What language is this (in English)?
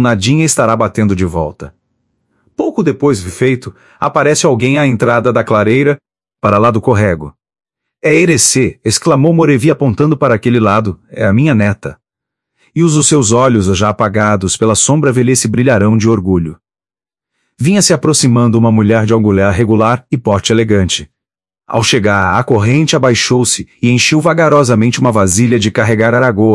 Portuguese